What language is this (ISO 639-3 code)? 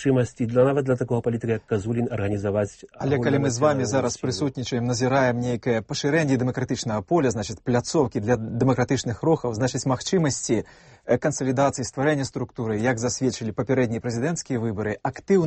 bel